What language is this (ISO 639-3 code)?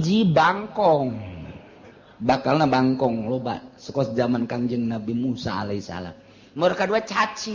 sun